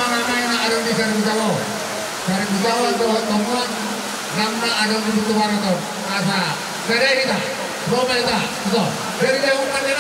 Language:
Batak Toba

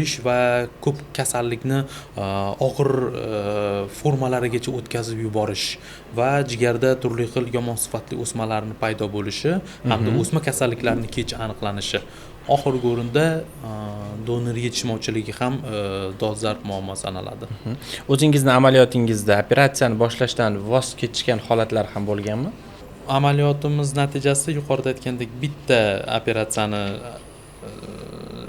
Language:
Uzbek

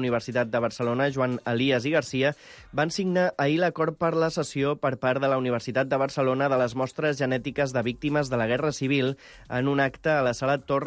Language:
Catalan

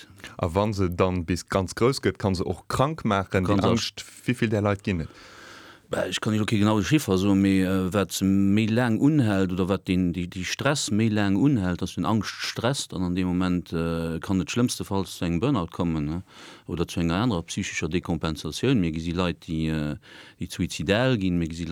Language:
Luxembourgish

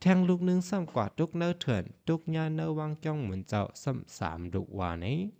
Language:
Shan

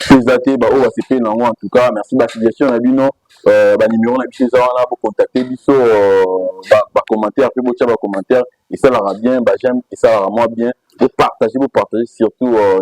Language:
Lingala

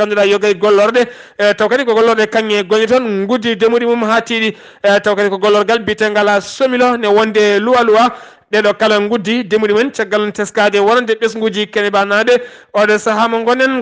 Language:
Fula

